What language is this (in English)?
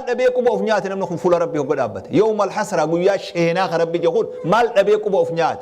Oromo